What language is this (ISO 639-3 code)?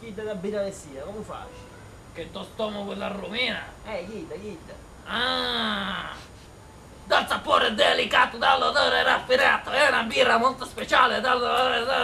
scn